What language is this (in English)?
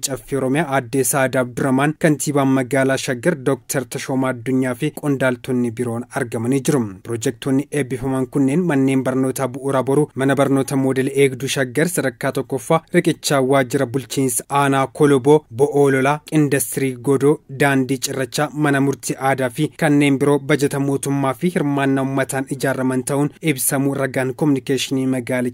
Oromo